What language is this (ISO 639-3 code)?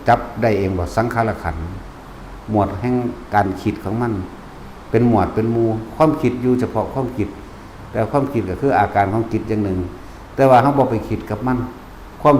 lao